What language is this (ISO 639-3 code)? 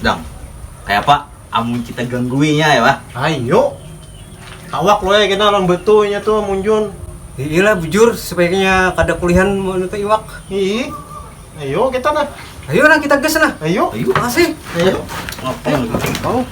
bjn